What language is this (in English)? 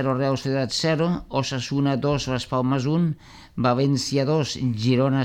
Catalan